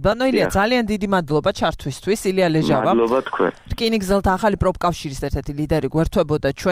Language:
Georgian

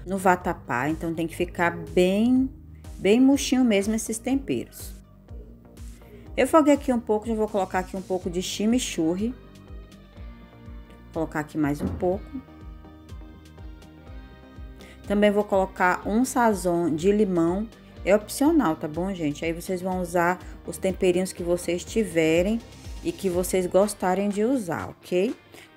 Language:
Portuguese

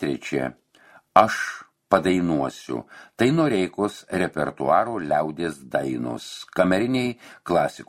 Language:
Lithuanian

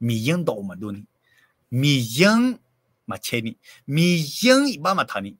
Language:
Akha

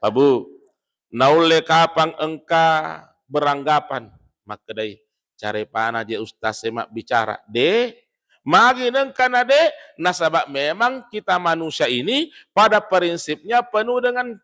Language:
Buginese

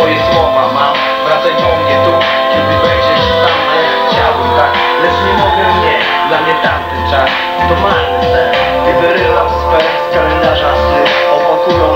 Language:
Polish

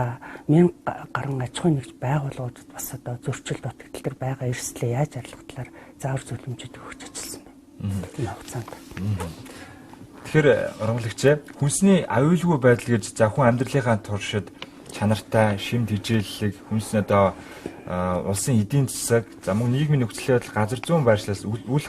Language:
Mongolian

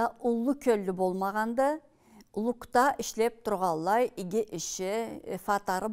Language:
Karachay-Balkar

